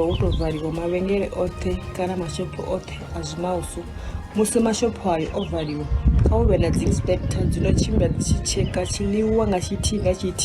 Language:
Venda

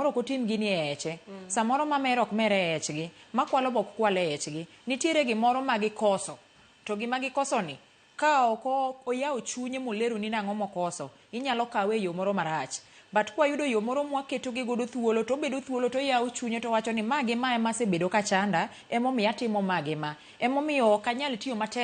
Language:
Luo (Kenya and Tanzania)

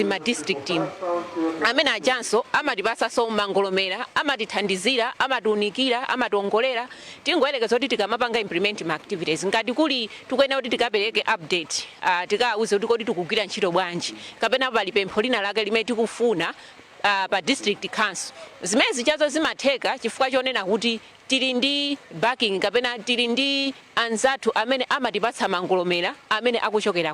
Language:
Nyanja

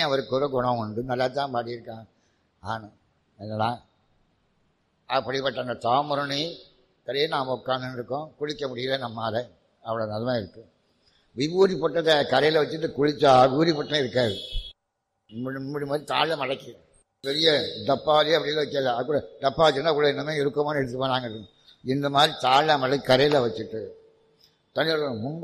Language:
Tamil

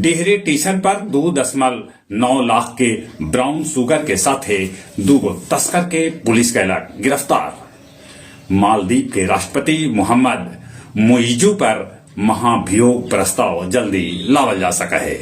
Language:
Magahi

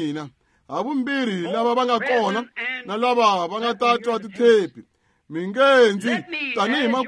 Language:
Tsonga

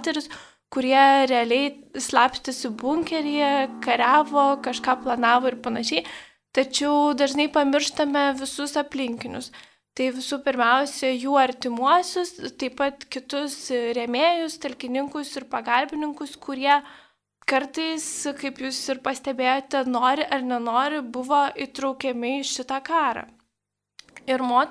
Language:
Lithuanian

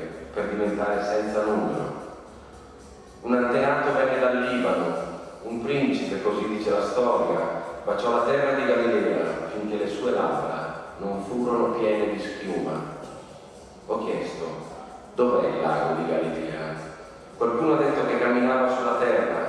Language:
Italian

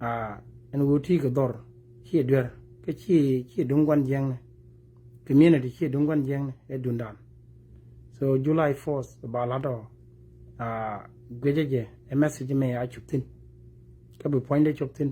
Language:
Nuer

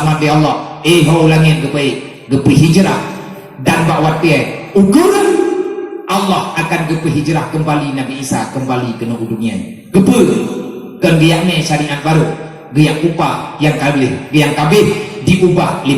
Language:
Achinese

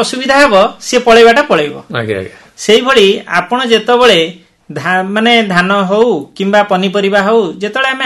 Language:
Odia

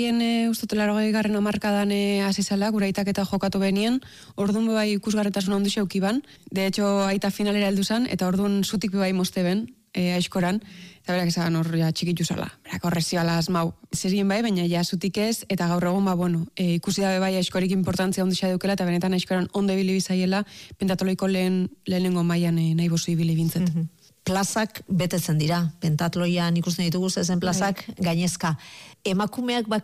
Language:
Basque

